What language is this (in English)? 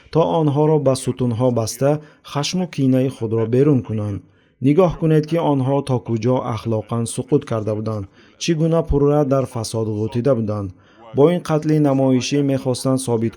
Tajik